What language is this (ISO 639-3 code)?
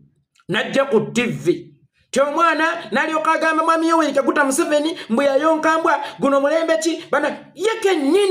lug